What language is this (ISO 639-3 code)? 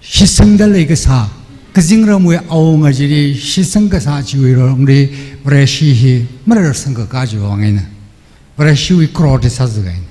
nmf